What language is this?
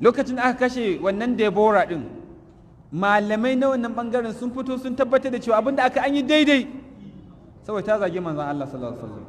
Hausa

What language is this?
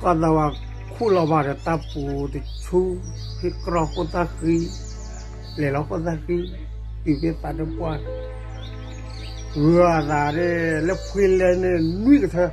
S'gaw Karen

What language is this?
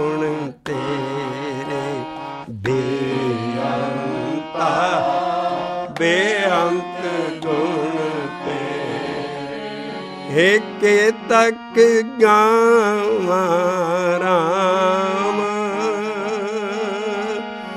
Punjabi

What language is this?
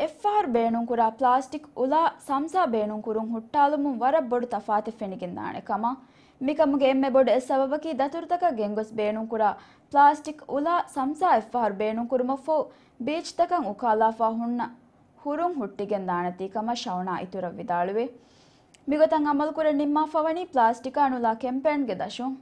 Divehi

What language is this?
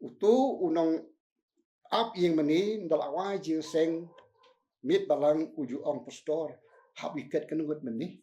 Khasi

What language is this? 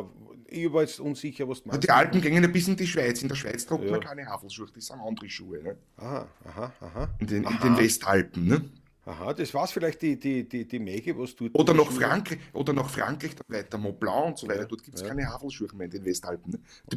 Bavarian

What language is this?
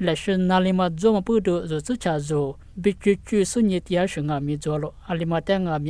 Lisu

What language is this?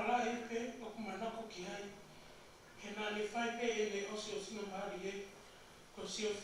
Tongan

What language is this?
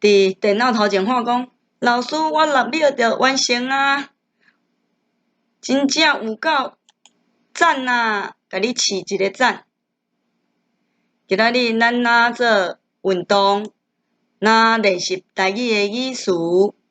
Min Nan Chinese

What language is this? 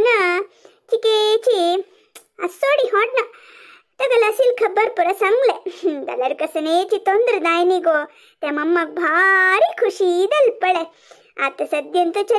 Konkani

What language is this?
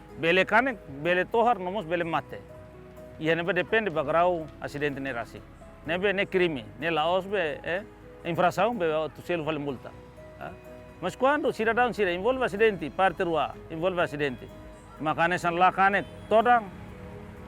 Tetum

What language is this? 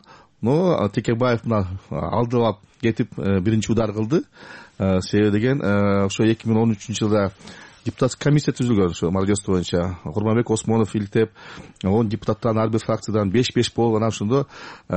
Kyrgyz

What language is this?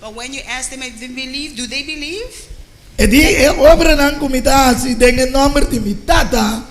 Papiamento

